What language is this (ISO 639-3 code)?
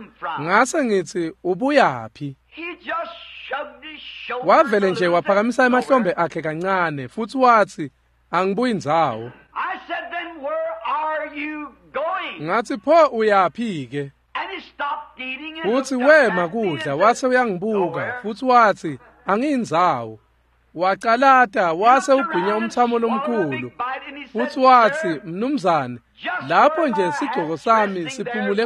ssw